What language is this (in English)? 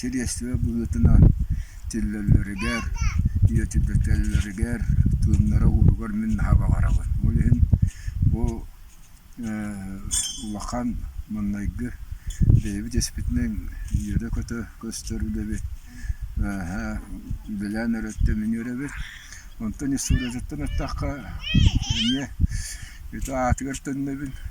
Yakut